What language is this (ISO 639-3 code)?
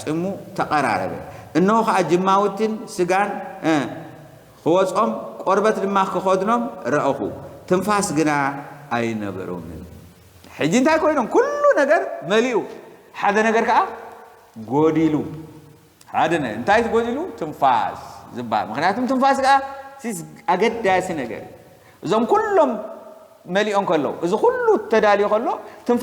tir